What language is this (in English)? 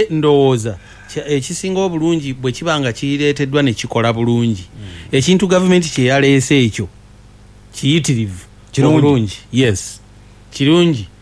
Ganda